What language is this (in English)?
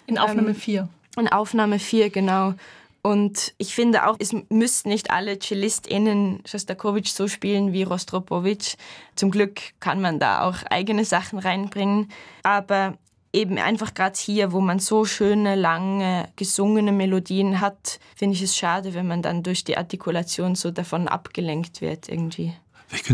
German